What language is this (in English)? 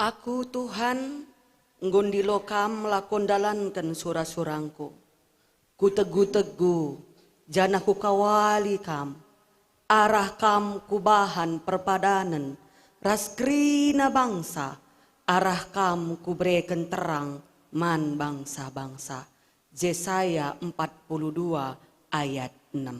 Batak Karo